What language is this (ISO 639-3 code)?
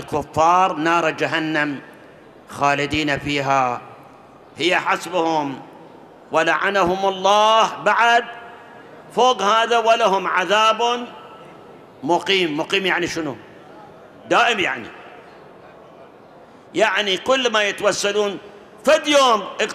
acm